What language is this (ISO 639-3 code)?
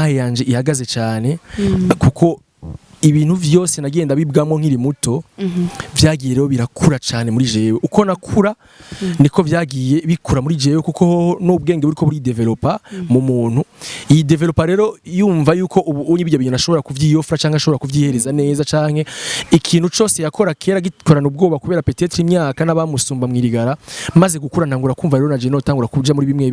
run